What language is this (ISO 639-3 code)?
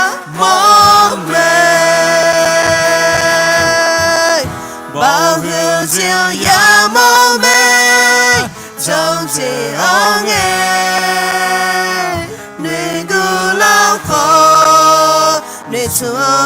ahk